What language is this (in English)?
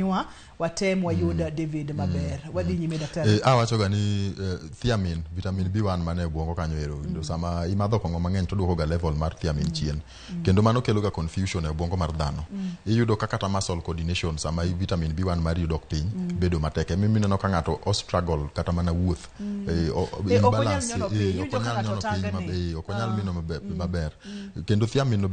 Luo (Kenya and Tanzania)